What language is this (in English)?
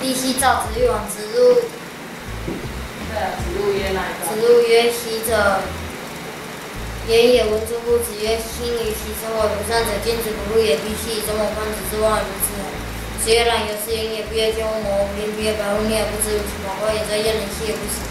Literary Chinese